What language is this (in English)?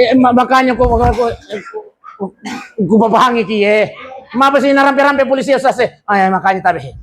Buginese